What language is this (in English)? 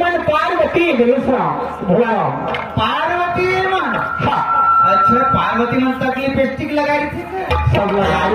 Chhattisgarhi